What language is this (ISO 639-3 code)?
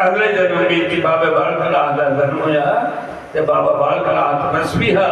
doi